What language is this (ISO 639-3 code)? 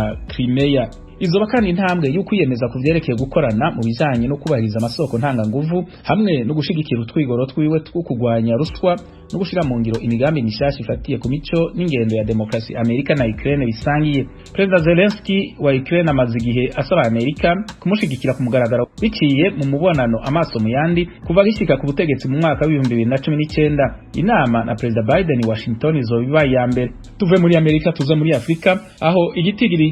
run